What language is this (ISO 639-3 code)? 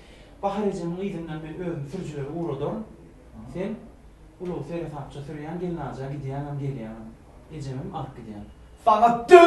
tuk